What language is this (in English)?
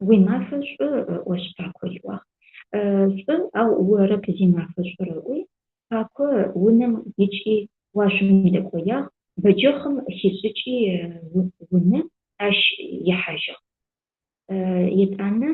Adyghe